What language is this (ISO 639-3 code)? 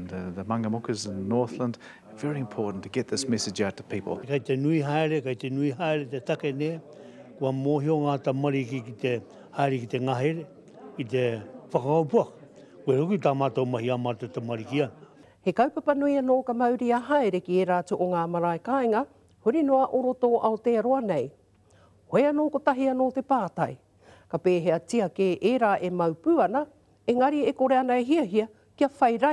mri